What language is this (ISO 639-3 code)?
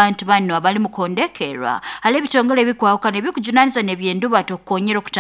nyn